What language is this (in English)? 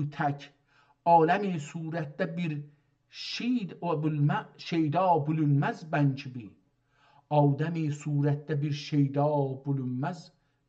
South Azerbaijani